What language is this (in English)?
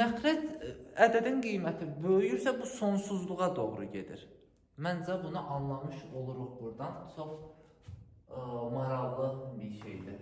Azerbaijani